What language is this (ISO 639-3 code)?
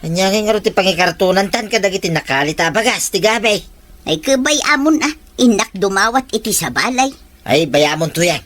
ilo